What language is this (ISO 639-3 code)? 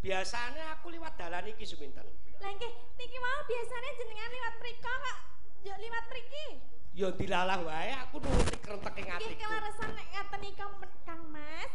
jav